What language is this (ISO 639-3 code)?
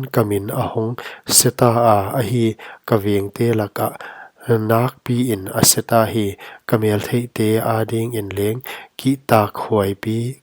pck